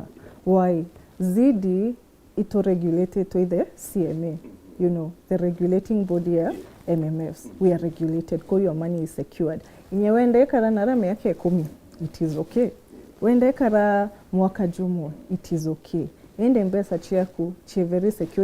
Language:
Meru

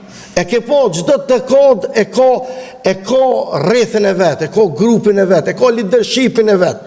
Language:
Albanian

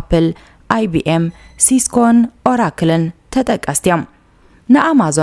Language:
Tigrinya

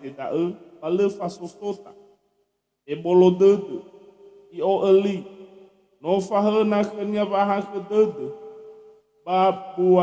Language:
Nias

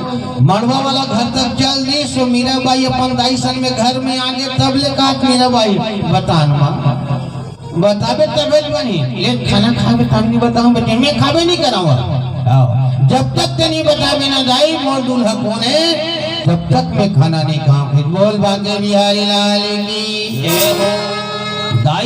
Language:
Chhattisgarhi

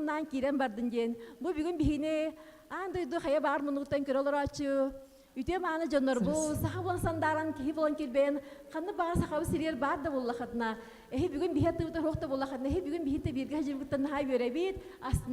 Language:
Yakut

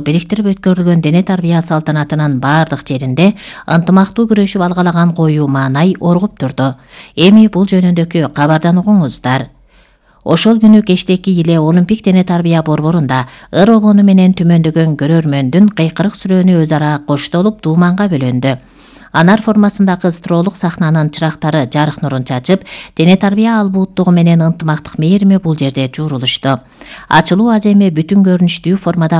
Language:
Kyrgyz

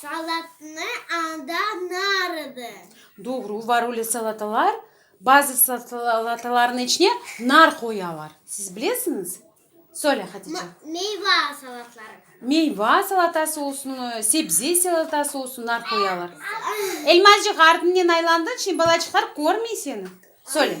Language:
Crimean Tatar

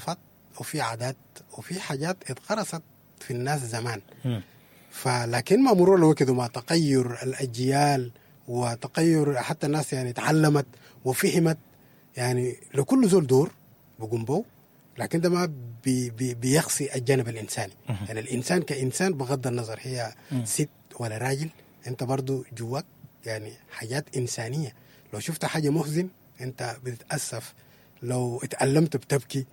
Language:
Sudanese Arabic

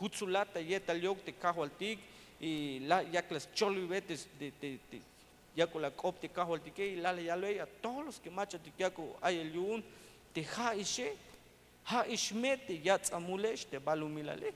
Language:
Tzeltal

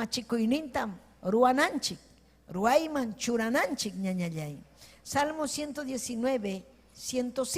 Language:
Ayacucho Quechua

